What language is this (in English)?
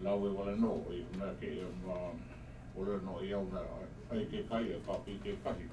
Hawaiian